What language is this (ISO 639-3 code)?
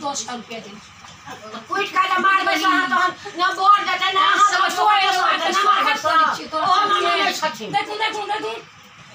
mai